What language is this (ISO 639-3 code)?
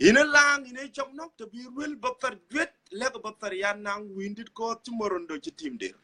din